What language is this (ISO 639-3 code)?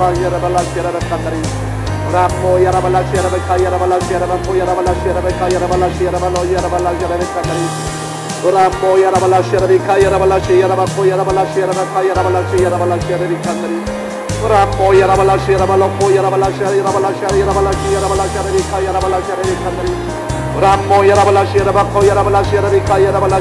kor